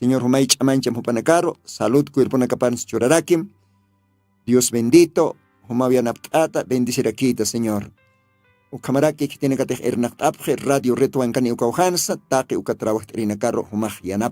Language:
Aymara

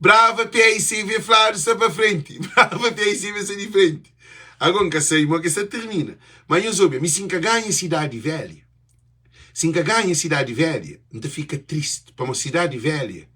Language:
Kabuverdianu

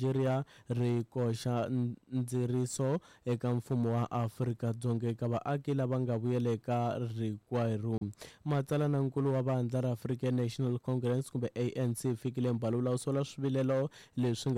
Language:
Tsonga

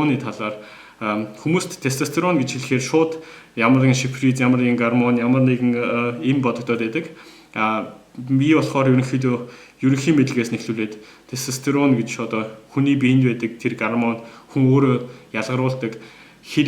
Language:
Mongolian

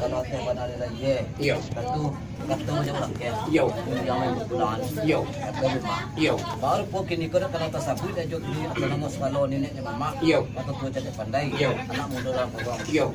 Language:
Minangkabau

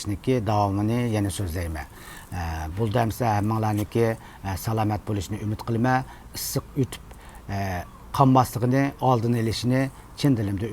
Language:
Uyghur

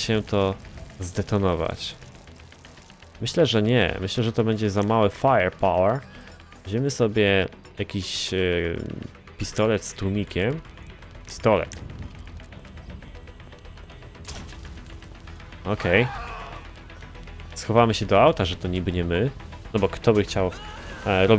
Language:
Polish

